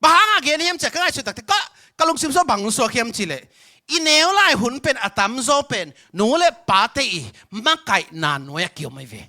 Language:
Tedim Chin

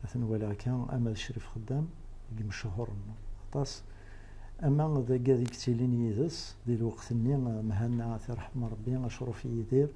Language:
Kabyle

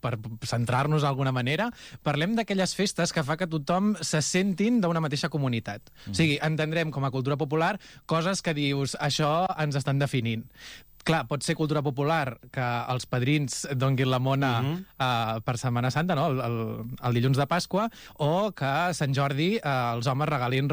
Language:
Catalan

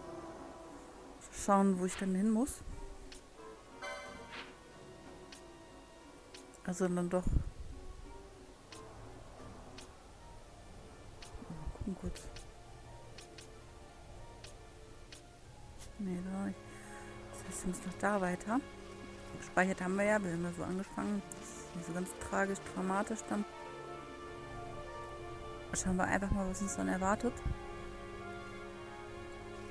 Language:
German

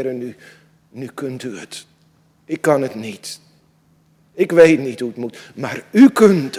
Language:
Dutch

